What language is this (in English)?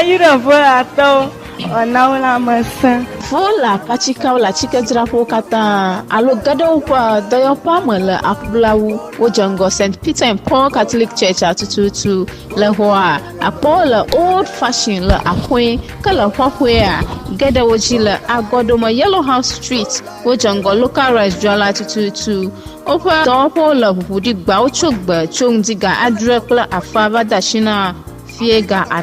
Ewe